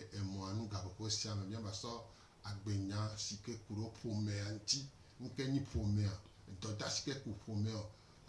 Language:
Gen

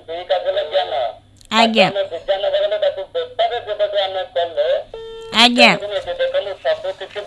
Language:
Odia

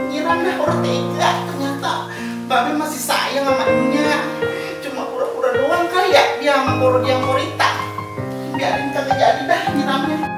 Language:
Betawi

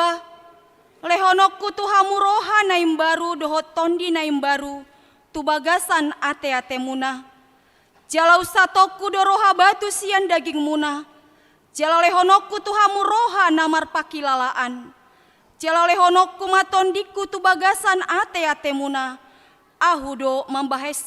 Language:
Batak Toba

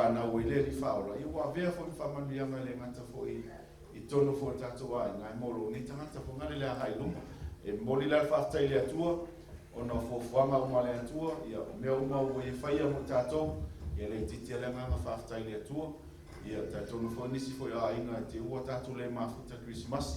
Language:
Samoan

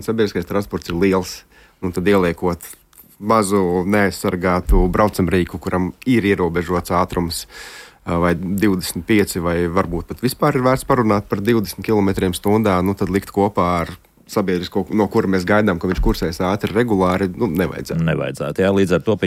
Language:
Latvian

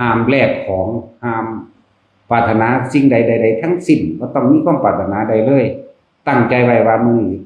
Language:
Northeastern Thai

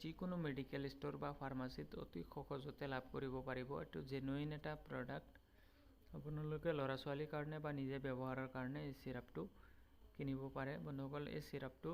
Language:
Assamese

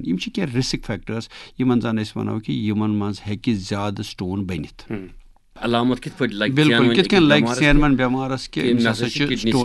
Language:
Kashmiri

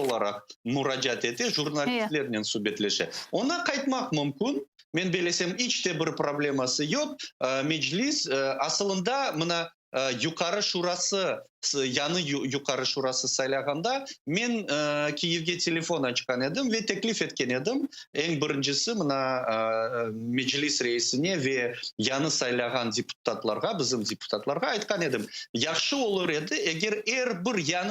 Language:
Crimean Tatar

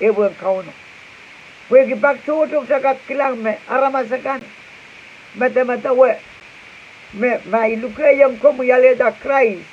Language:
Pohnpeian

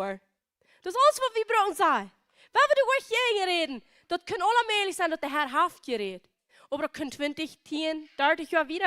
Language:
Plautdietsch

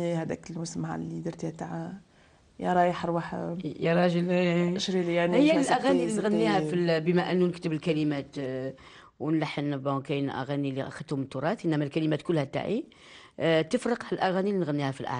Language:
Algerian Arabic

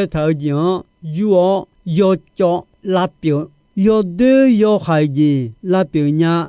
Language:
Akha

